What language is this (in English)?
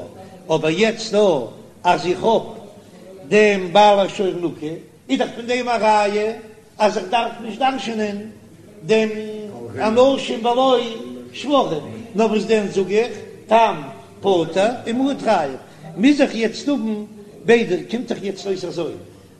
Yiddish